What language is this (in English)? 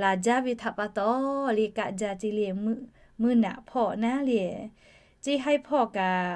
Lahu